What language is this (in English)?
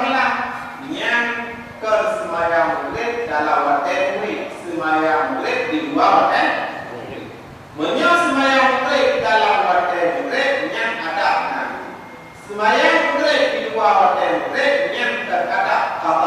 Achinese